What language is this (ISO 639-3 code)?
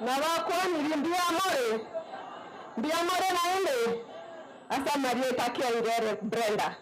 guz